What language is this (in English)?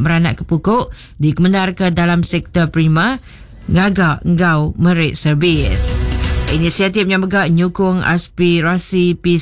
Iban